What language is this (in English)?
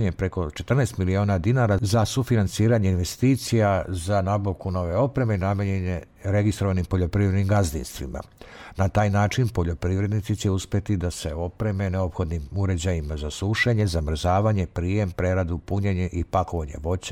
Serbian